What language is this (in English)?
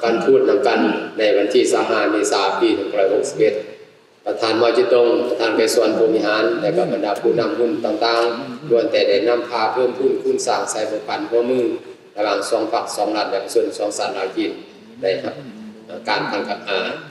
Lao